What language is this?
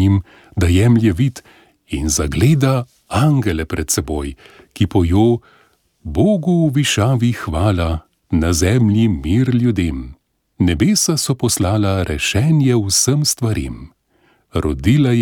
Slovenian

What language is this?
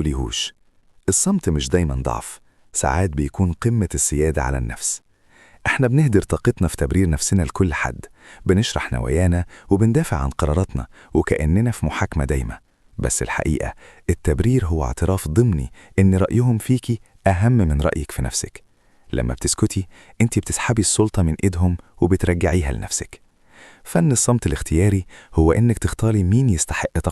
Egyptian Arabic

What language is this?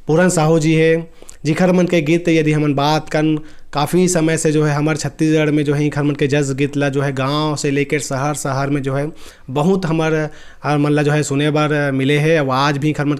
Chhattisgarhi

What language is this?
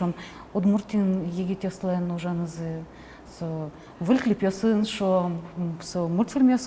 Udmurt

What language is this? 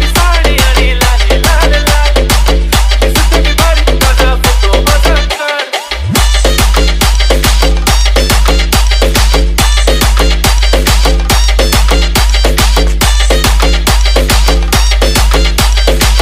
Marathi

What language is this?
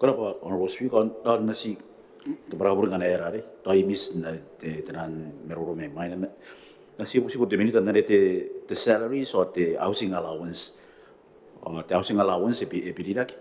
Gilbertese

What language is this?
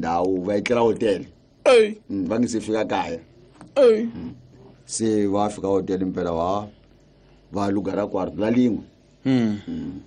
Tsonga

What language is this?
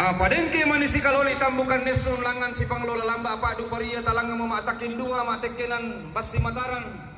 Toraja-Sa'dan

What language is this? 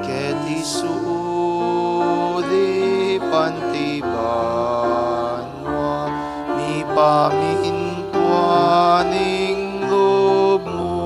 Pampanga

